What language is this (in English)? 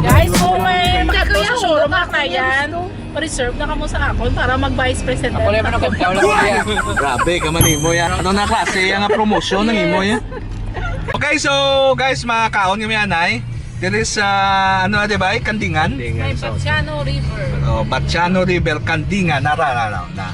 Hiligaynon